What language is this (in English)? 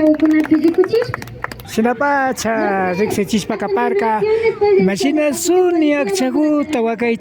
Imbabura Highland Quichua